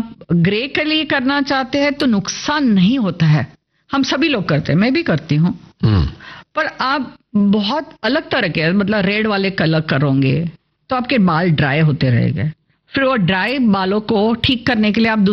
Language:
Hindi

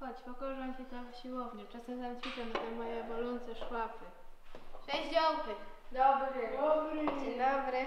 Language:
Silesian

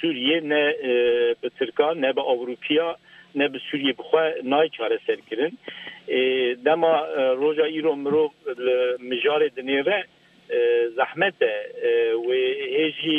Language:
Kurdish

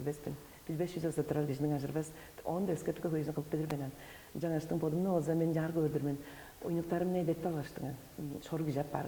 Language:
Tuvinian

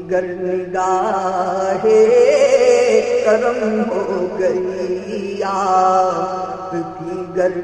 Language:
Urdu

